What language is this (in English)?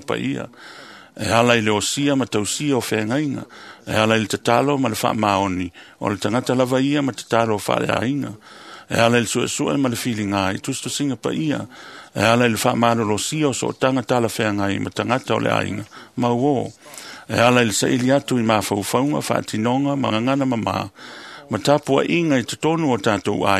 Samoan